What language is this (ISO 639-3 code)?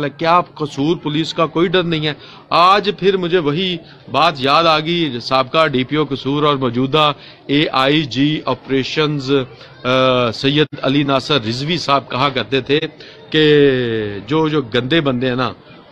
urd